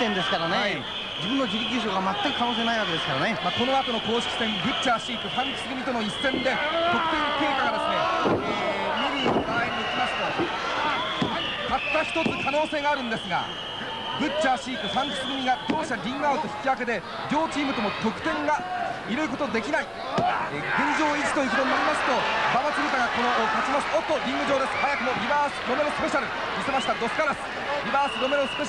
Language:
Japanese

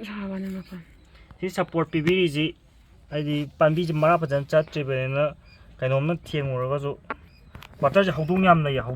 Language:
Manipuri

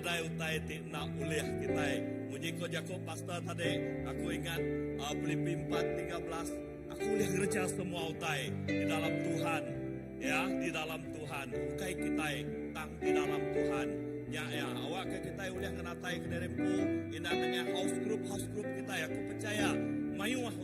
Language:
Iban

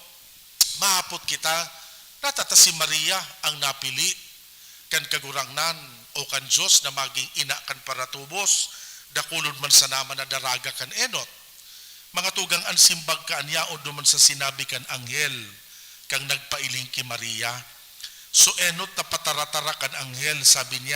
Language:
Bikol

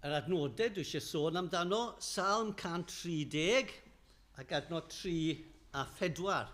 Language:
Welsh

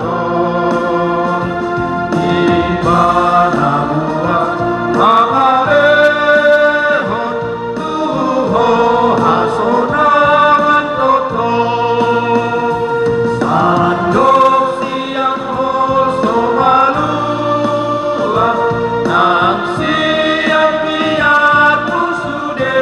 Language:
Batak Toba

